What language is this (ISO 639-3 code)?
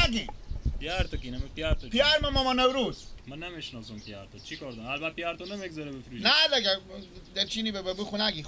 fas